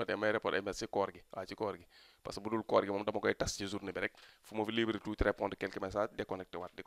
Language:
Wolof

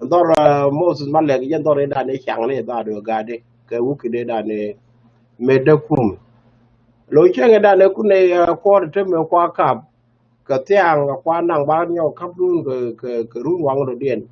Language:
Nuer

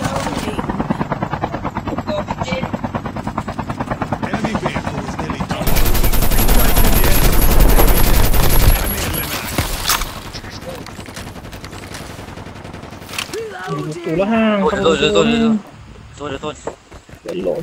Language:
Malay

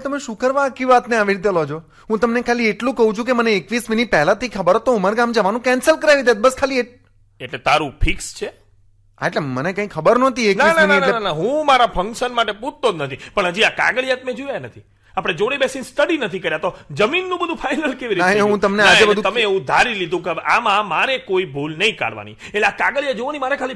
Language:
Gujarati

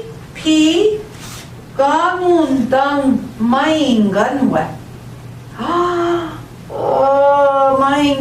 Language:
Central Ojibwa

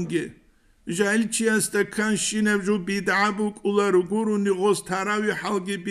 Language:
Avaric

